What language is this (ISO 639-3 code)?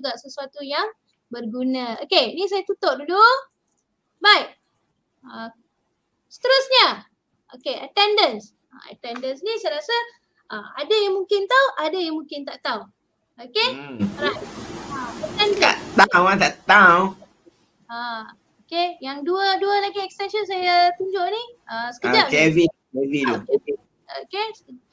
msa